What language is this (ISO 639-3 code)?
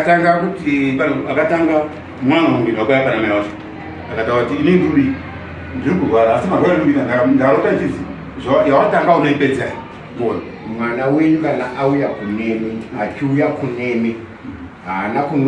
sna